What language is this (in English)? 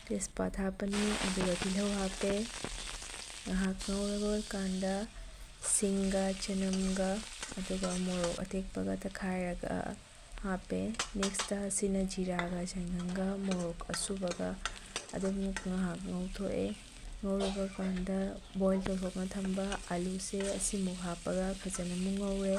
Manipuri